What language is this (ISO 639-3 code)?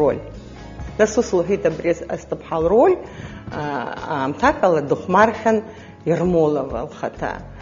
abk